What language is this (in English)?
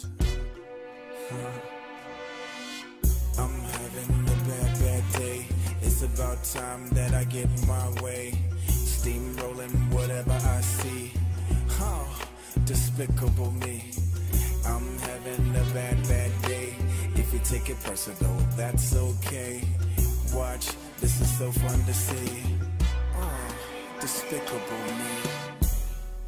English